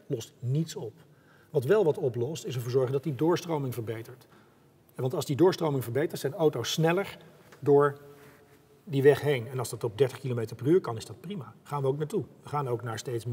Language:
Dutch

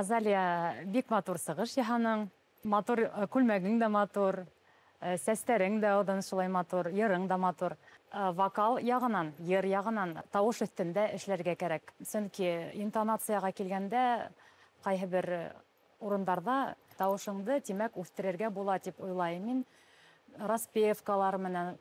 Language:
Bashkir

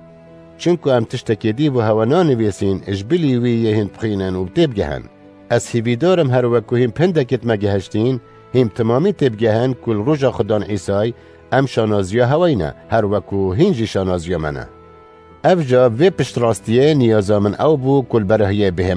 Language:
Kurdish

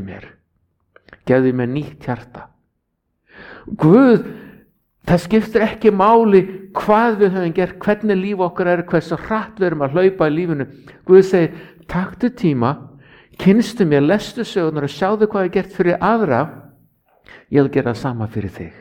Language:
Icelandic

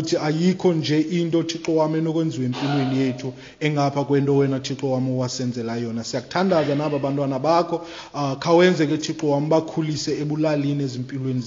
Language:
Xhosa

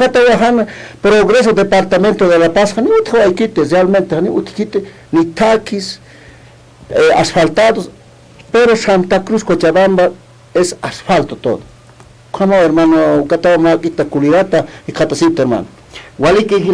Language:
Aymara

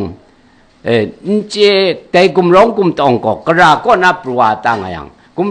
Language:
Kachin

